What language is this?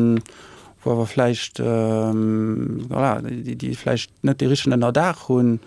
Luxembourgish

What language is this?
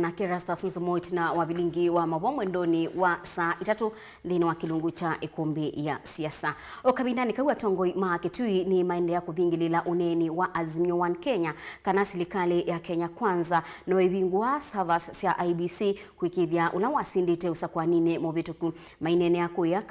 Kamba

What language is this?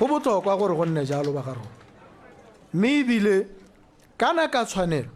Tswana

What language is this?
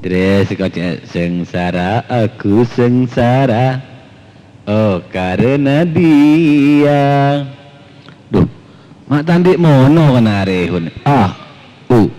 Madurese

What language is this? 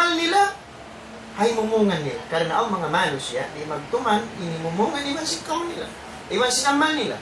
Tausug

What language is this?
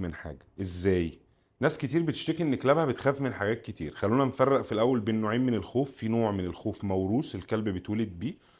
Egyptian Arabic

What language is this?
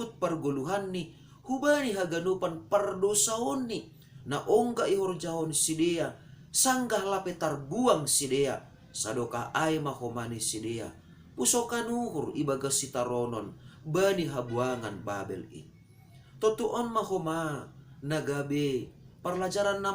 Batak Simalungun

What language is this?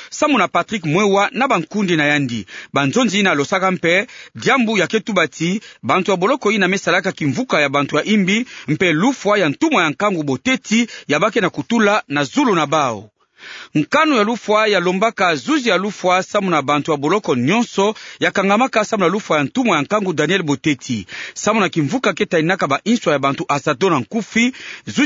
Kituba (Democratic Republic of Congo)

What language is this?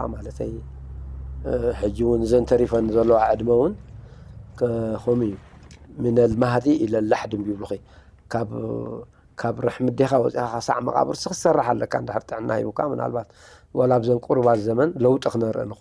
Tigrinya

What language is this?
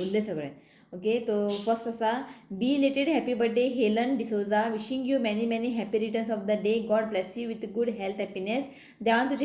Konkani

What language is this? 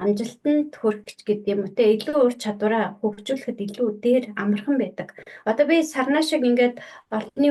Mongolian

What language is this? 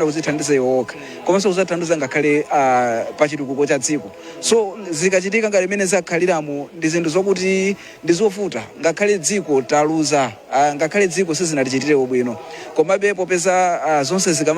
Nyanja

